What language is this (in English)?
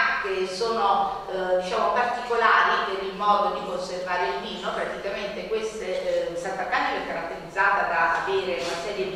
Italian